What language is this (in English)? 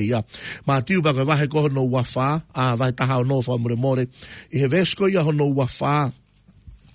Tongan